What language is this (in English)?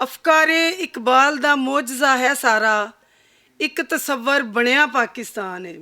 Western Panjabi